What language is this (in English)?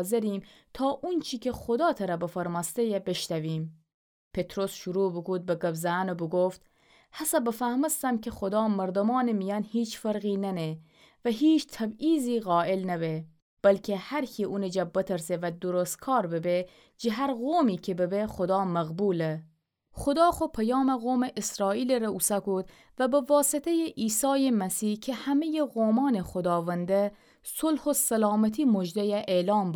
Gilaki